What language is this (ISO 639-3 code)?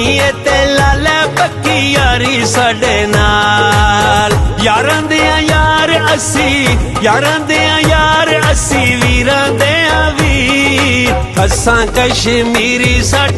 phr